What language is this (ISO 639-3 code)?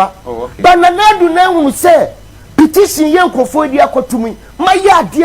aka